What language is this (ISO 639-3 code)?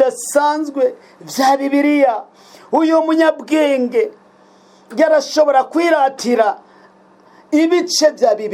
run